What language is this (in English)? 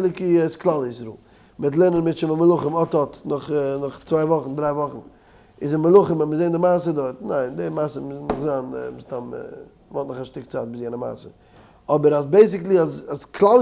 Yiddish